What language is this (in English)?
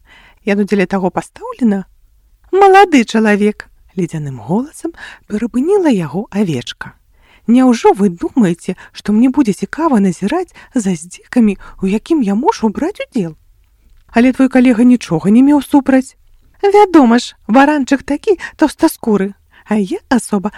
Belarusian